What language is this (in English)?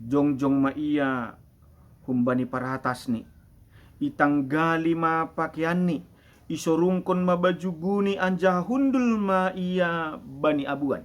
Batak Simalungun